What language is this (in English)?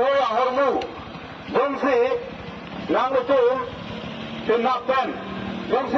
Karbi